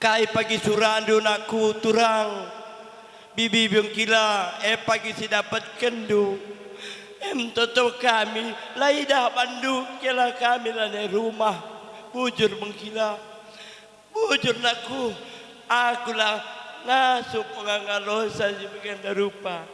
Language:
Batak Karo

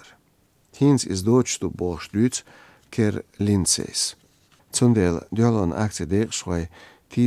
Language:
Chechen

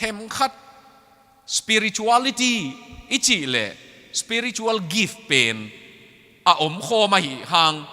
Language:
Tedim Chin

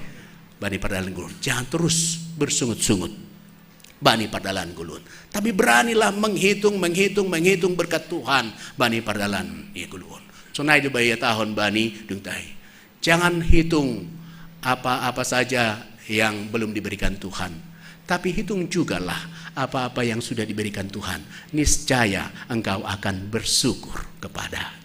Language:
Batak Simalungun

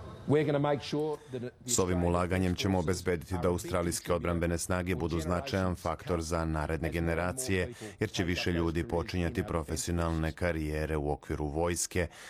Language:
Serbian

